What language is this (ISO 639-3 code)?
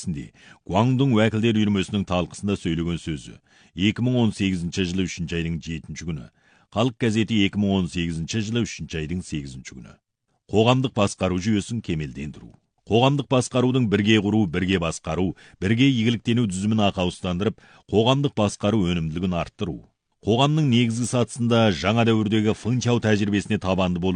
kaz